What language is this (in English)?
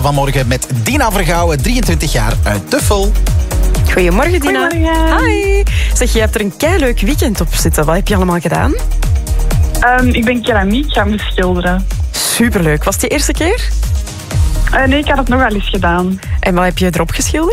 Dutch